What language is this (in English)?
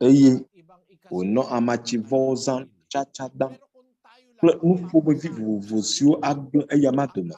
Ewe